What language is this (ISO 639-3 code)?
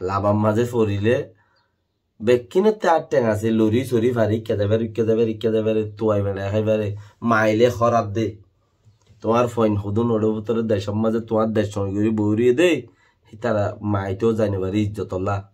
rhg